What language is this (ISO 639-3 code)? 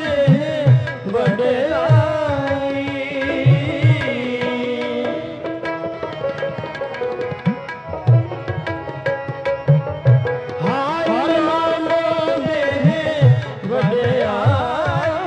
pan